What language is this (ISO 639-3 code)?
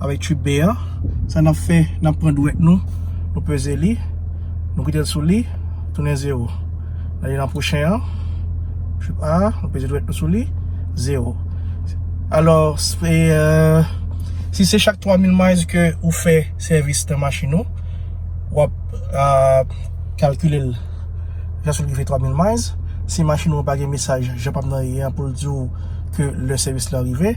hat